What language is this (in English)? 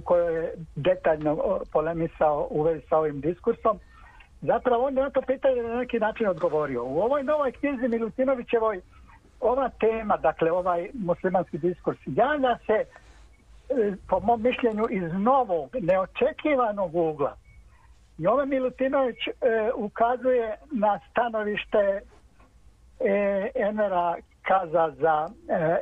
Serbian